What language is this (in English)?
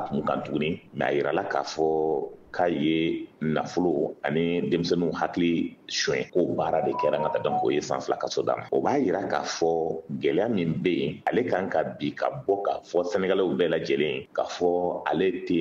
Bambara